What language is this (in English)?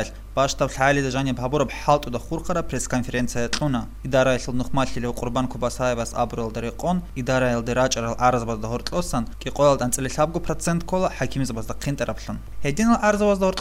Avaric